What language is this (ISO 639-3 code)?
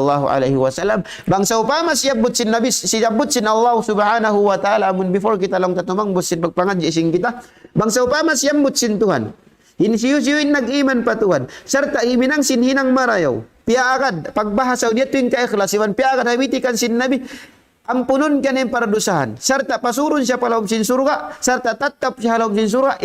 tsg